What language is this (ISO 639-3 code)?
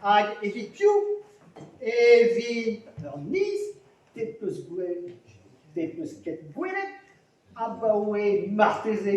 bre